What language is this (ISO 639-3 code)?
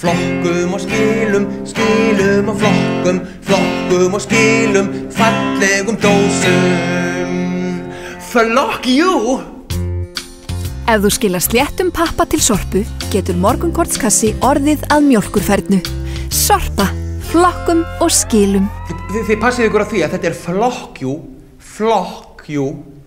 isl